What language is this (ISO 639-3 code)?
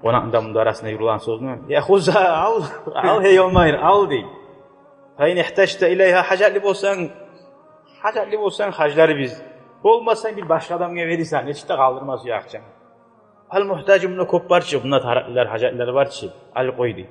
kum